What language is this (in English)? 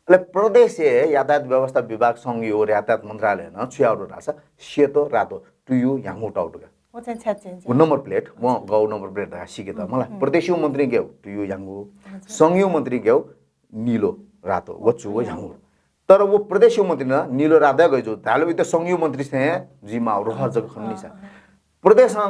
Newari